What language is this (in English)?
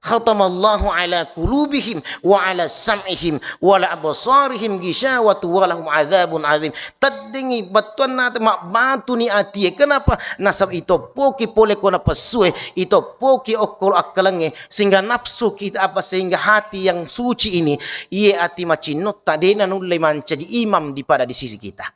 Buginese